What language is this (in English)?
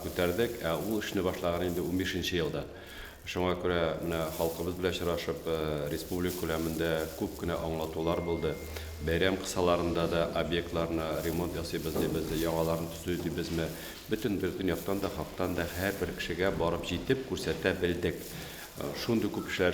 Tatar